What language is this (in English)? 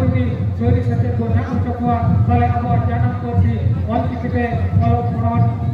Santali